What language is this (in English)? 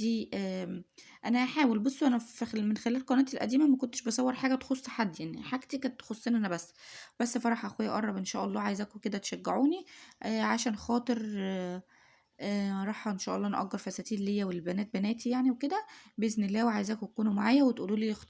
Egyptian Arabic